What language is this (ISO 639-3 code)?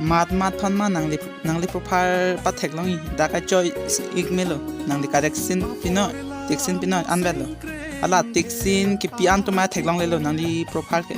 mjw